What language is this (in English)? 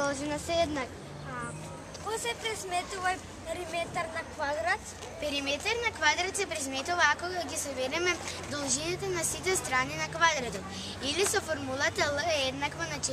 Macedonian